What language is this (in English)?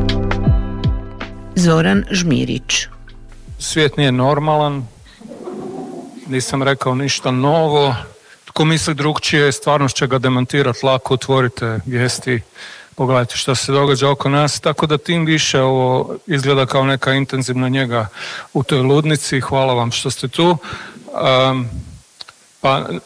Croatian